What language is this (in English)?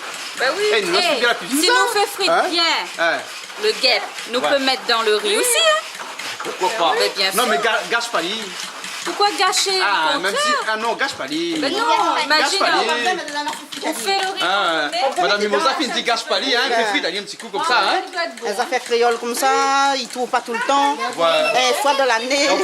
Réunion Creole French